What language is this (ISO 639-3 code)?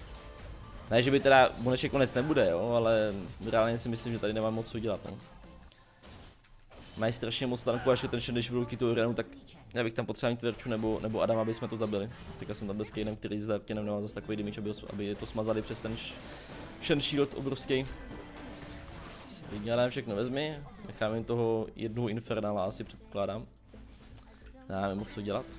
ces